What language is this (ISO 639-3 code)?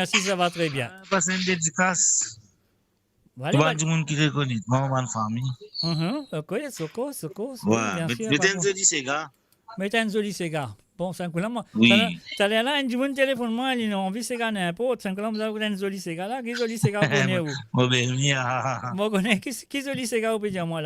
mfe